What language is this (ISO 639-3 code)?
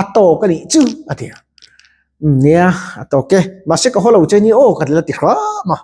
lus